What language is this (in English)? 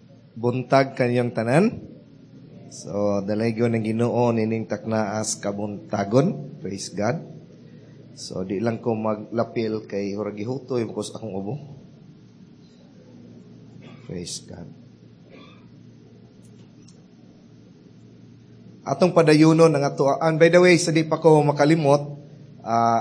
Cebuano